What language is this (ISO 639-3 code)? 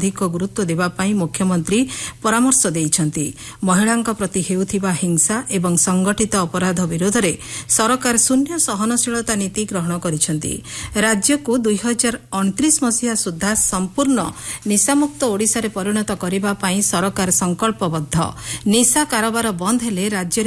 ori